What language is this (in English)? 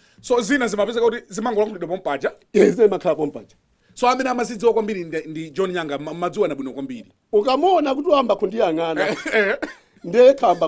Nyanja